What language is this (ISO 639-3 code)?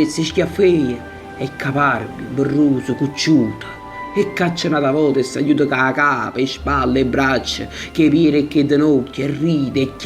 nap